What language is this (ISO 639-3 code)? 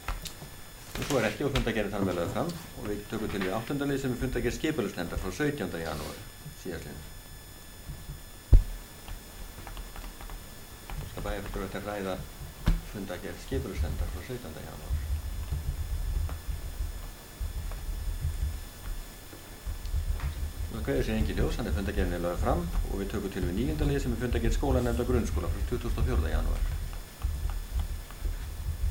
isl